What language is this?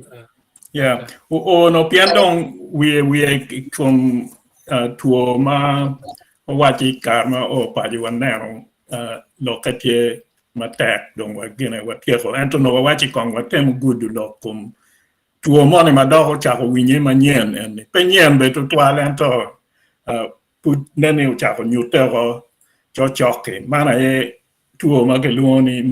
Acoli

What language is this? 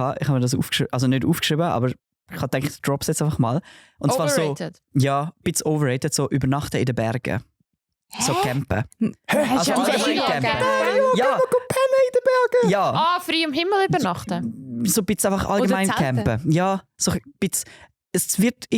Swiss German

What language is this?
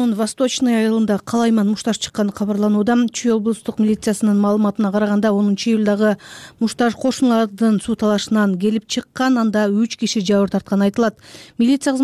Kyrgyz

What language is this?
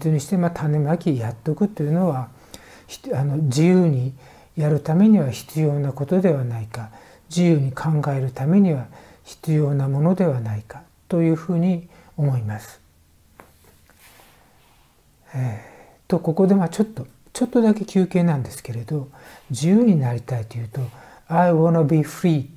Japanese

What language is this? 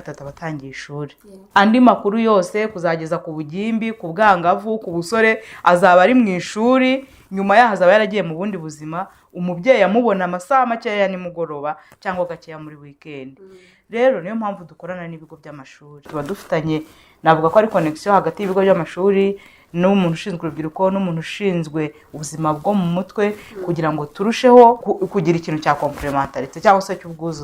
Kinyarwanda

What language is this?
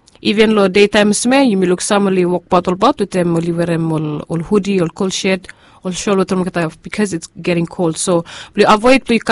Bislama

